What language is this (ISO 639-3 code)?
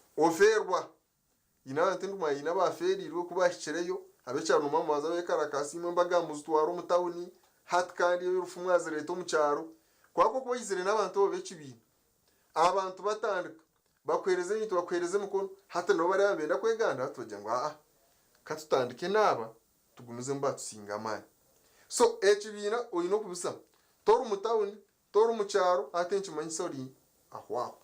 nyn